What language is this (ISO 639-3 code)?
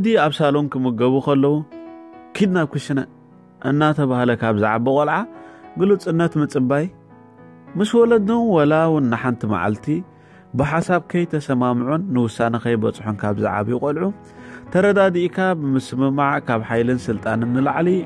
tir